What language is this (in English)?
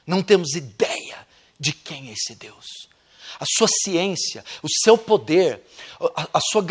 Portuguese